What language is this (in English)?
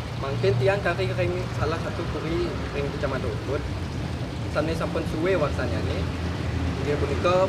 Balinese